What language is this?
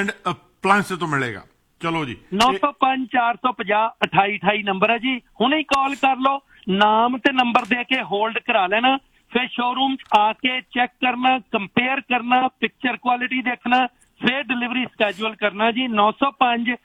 Punjabi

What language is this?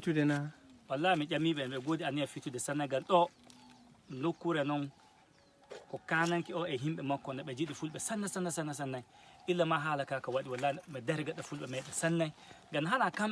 Fula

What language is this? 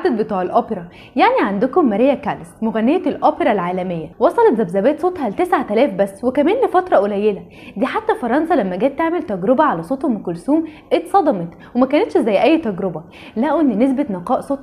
Egyptian Arabic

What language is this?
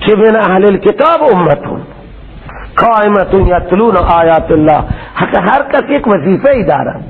Persian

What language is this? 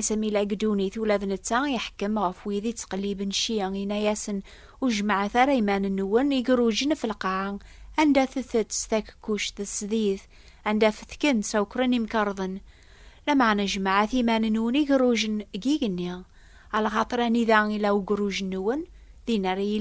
Kabyle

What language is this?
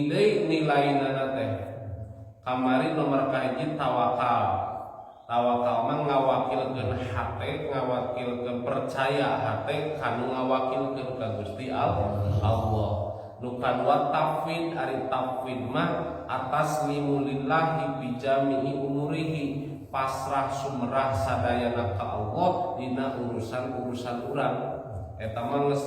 Sundanese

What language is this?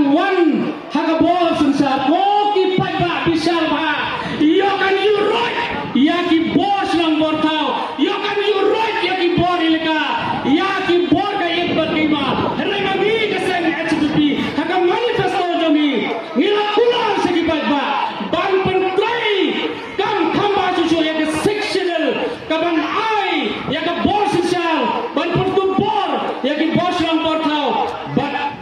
Khasi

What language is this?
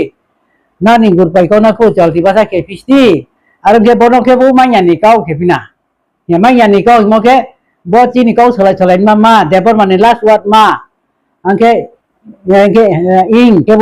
Riang (India)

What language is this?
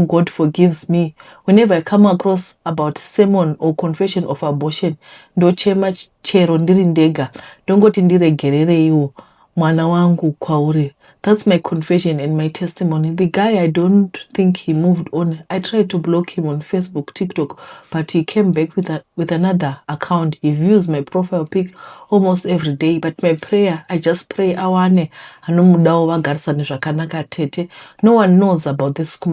Shona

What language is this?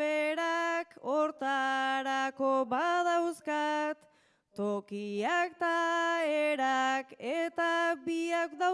Basque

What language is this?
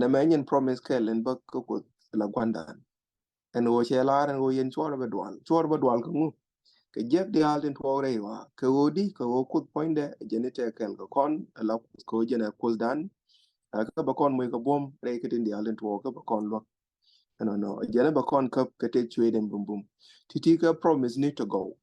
Nuer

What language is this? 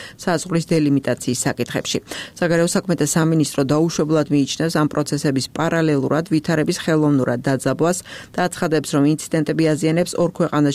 Georgian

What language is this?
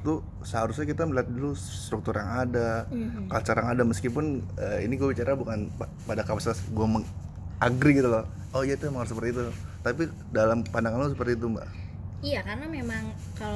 Indonesian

